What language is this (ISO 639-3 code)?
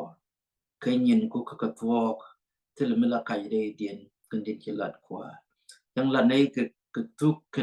nus